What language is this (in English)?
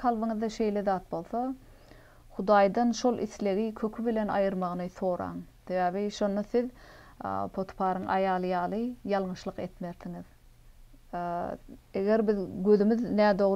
Turkmen